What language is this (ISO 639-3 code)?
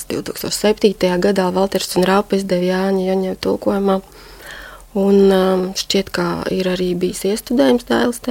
lav